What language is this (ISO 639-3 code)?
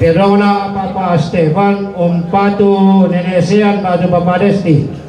sda